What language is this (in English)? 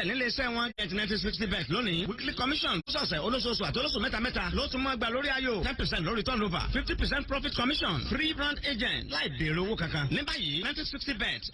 Yoruba